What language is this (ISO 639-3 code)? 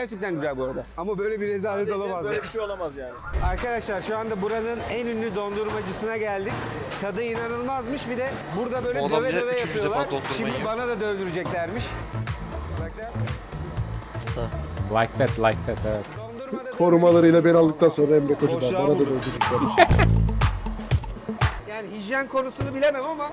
tur